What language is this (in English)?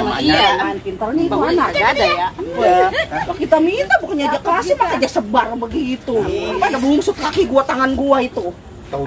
Betawi